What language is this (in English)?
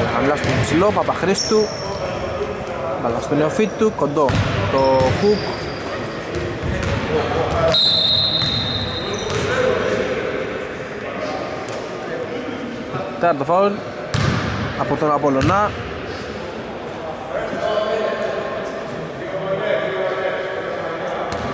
Greek